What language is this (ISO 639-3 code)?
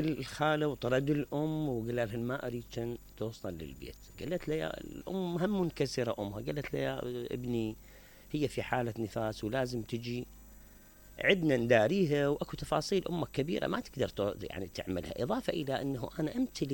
acm